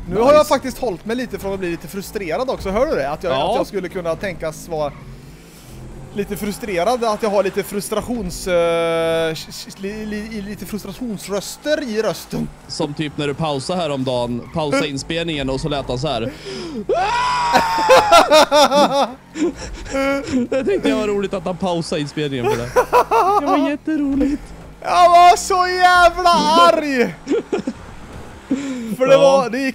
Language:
Swedish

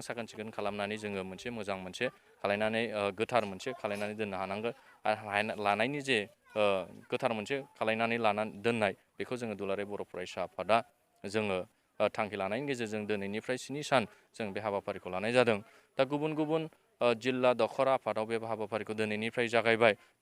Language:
Bodo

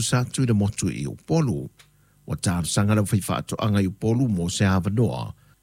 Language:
Samoan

